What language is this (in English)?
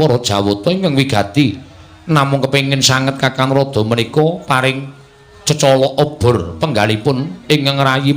Javanese